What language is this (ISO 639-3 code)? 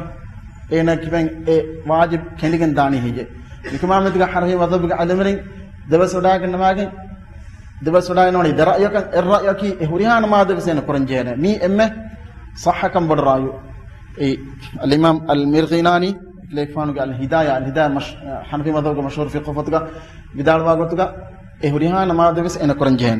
div